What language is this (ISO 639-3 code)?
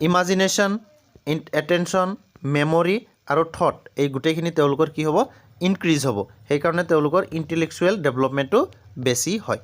asm